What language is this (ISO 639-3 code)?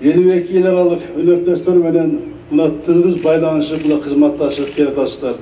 kir